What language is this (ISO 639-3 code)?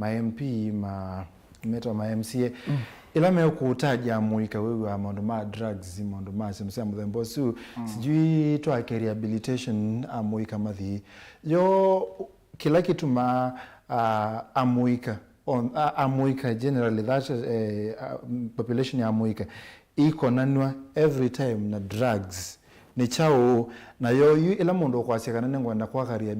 kam